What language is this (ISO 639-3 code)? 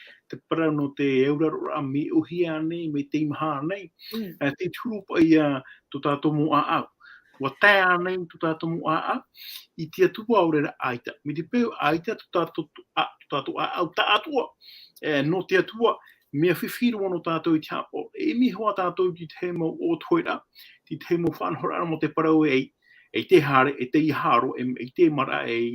tah